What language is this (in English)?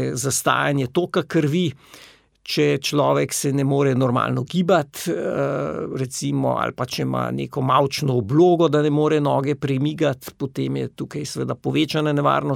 Slovenian